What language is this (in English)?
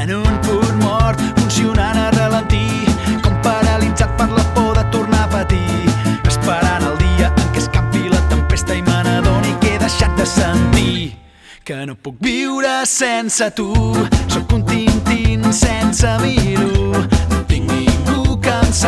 Catalan